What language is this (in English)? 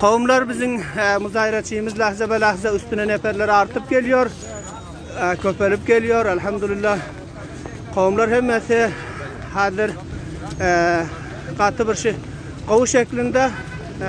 Turkmen